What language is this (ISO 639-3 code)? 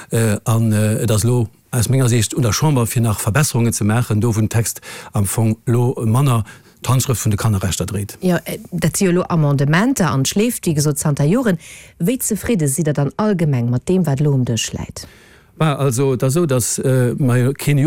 ltz